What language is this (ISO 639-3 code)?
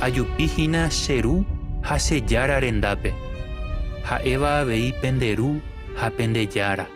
grn